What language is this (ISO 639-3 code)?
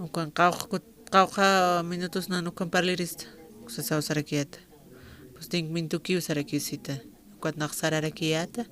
aym